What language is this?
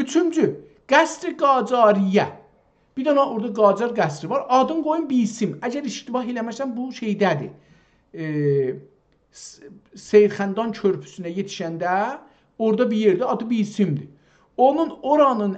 South Azerbaijani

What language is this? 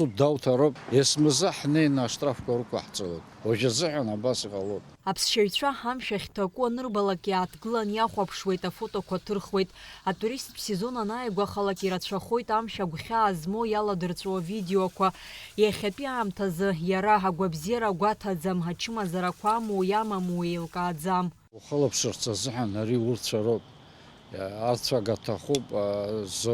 Abkhazian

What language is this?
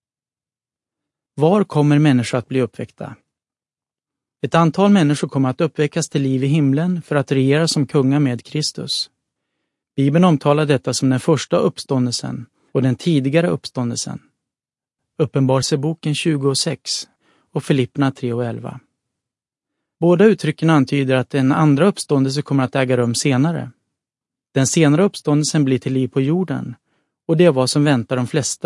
Swedish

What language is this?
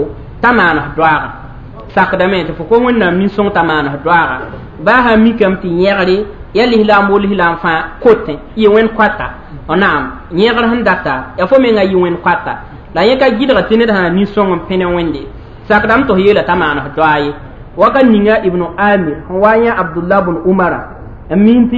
Mossi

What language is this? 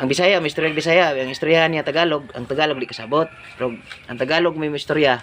Cebuano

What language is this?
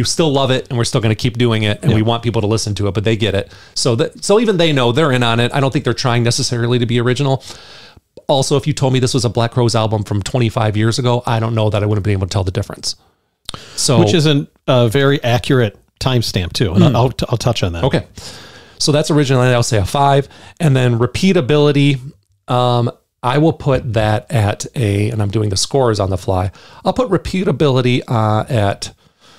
English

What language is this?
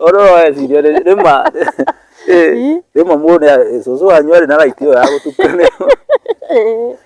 Kikuyu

